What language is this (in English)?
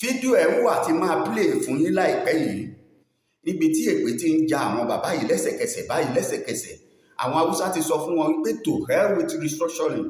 Yoruba